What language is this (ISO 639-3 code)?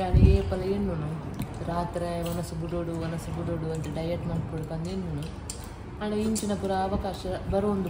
tcy